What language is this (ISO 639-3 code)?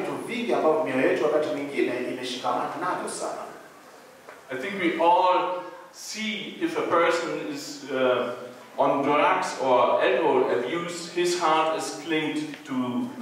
swa